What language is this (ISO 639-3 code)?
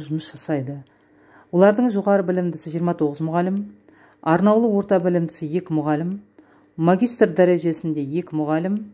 kaz